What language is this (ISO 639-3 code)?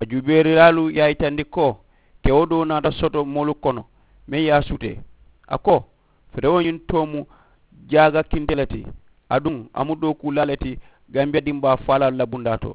man